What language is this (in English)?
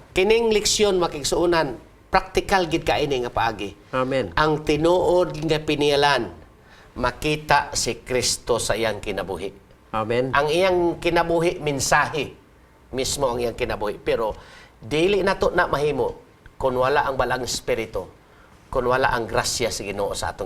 Cebuano